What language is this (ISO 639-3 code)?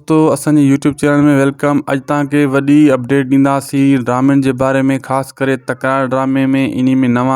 snd